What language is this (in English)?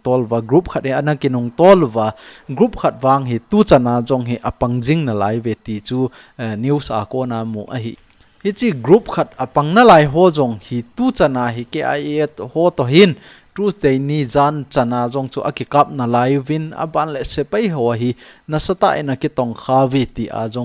Thado Chin